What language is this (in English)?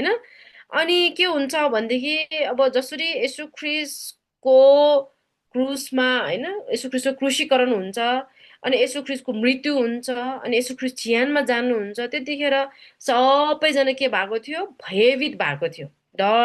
Nepali